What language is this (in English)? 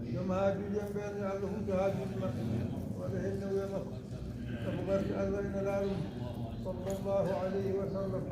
Fula